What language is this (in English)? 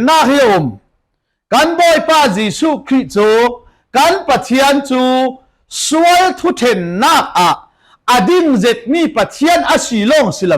Falam Chin